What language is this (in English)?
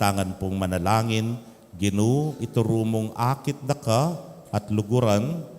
Pampanga